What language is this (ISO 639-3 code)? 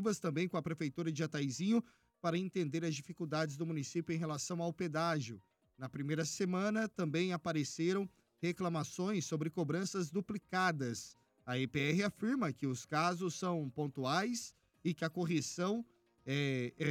por